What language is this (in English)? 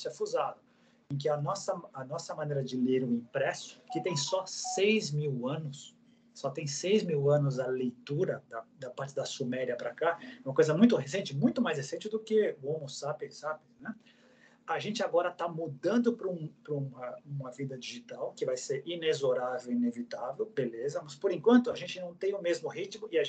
Portuguese